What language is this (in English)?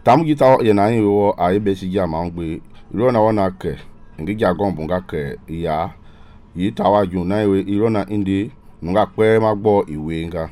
Mende